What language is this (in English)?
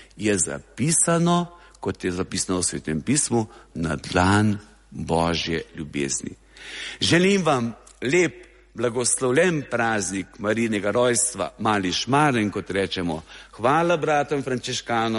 Slovenian